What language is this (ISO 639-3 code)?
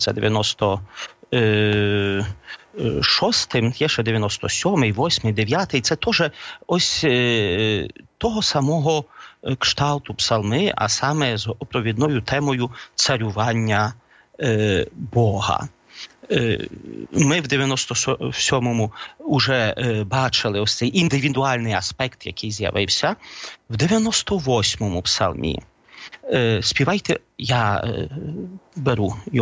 ukr